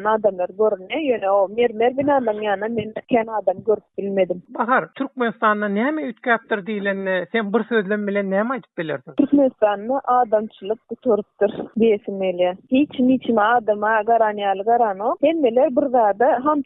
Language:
Turkmen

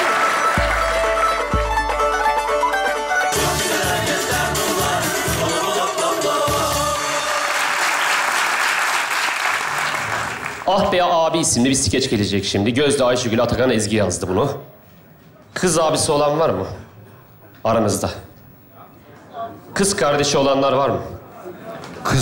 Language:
Turkish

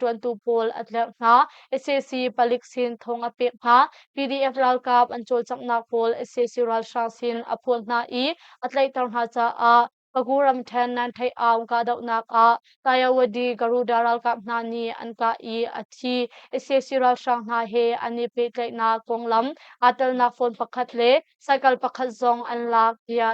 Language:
Hakha Chin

